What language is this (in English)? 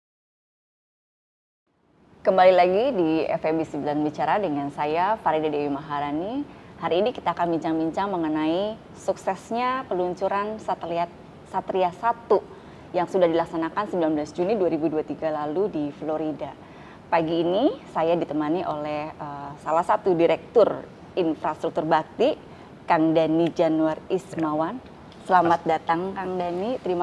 Indonesian